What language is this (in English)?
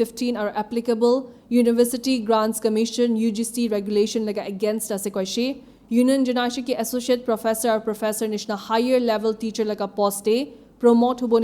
Naga Pidgin